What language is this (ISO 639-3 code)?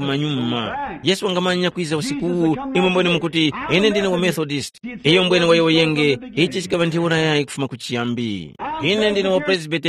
tum